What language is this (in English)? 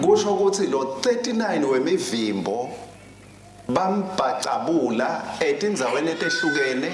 Swati